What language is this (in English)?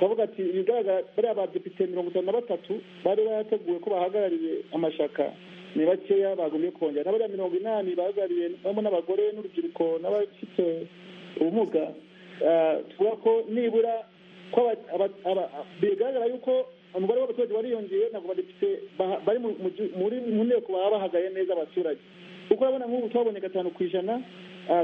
Kinyarwanda